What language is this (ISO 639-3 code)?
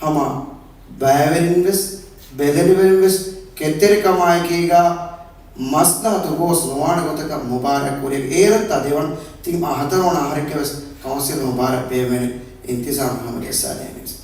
div